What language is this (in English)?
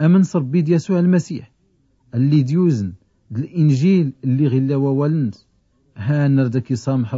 Tachelhit